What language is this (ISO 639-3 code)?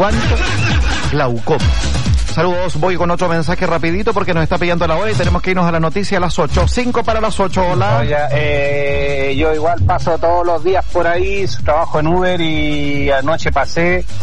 spa